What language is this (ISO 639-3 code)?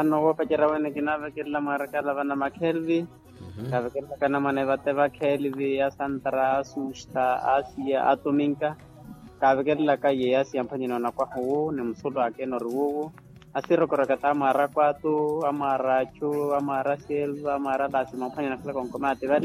vmw